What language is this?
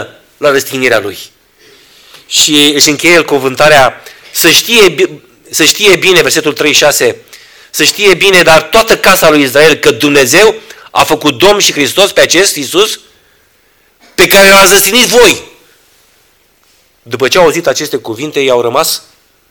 Romanian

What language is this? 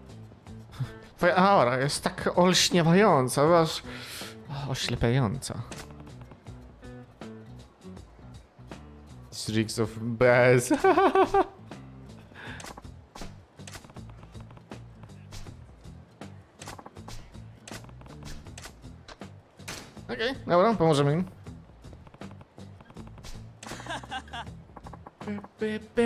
Polish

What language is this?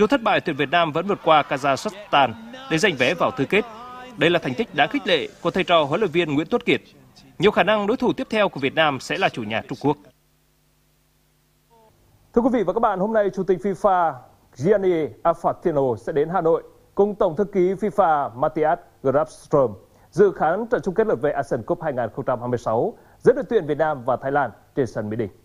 Vietnamese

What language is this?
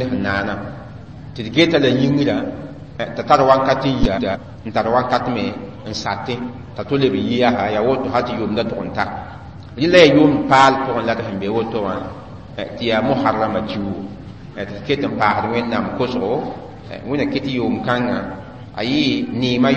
Mossi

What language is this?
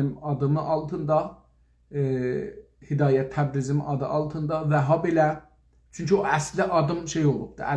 South Azerbaijani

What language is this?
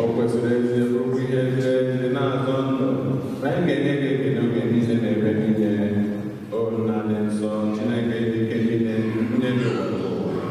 Igbo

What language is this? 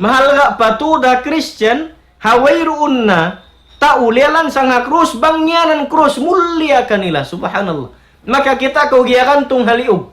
Tausug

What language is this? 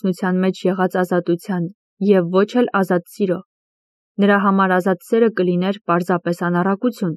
Armenian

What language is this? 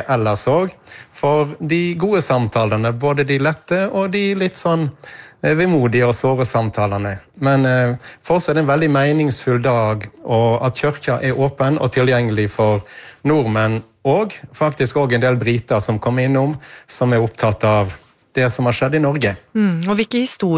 Norwegian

